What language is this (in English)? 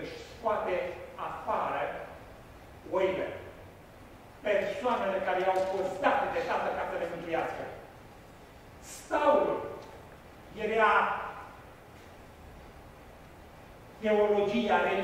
Romanian